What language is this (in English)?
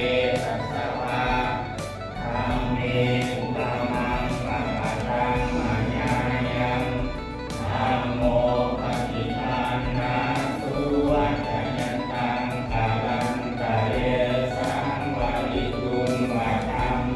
Pali